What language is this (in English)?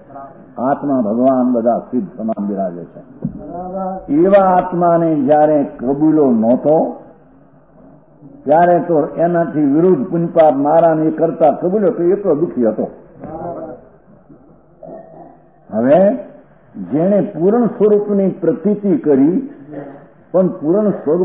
Gujarati